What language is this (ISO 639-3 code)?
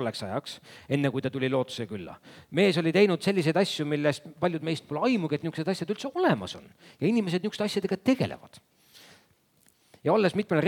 est